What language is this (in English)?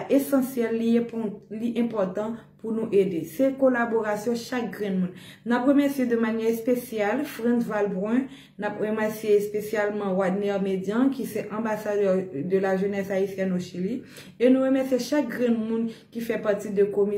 Haitian Creole